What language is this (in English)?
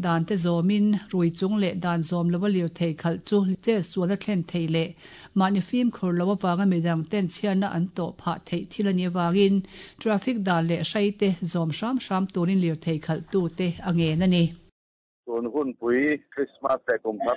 Mizo